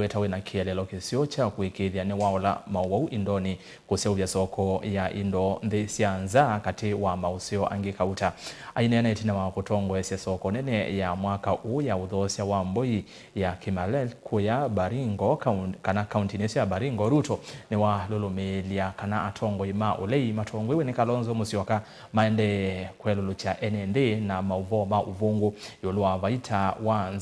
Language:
Kamba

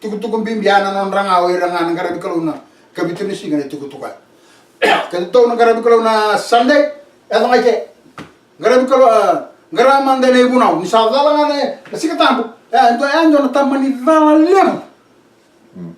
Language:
Fijian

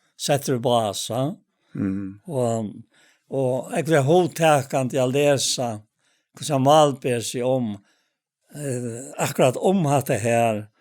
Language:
Faroese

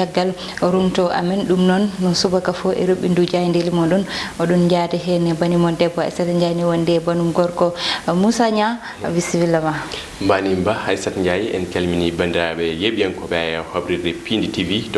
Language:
Fula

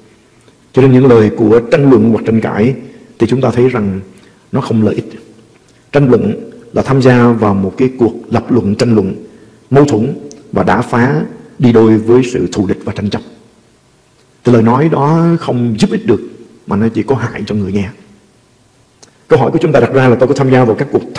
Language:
Vietnamese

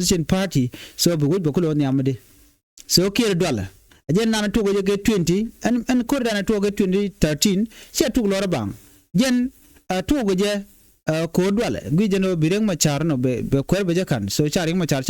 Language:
Nuer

